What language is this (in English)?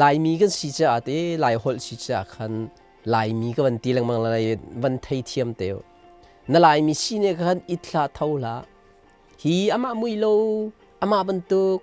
Hakha Chin